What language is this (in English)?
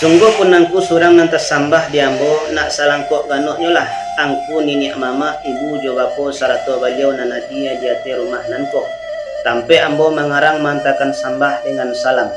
Minangkabau